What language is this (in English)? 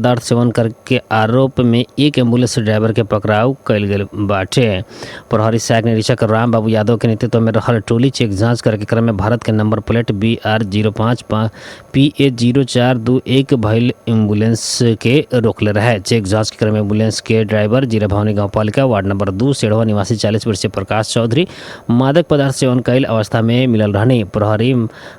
Bhojpuri